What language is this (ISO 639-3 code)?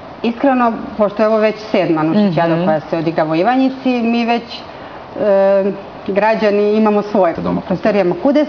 srp